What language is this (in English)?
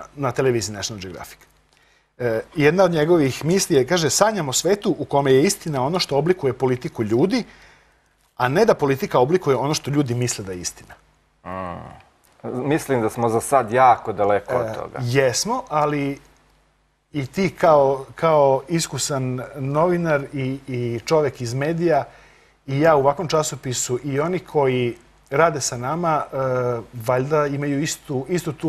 Serbian